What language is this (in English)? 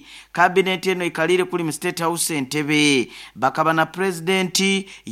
Nyoro